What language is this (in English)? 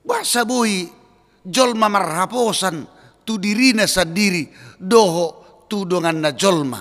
Batak Toba